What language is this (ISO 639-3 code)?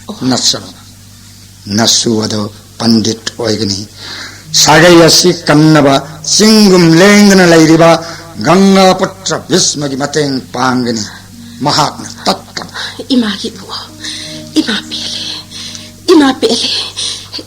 mni